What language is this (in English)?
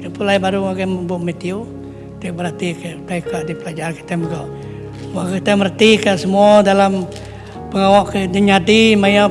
Iban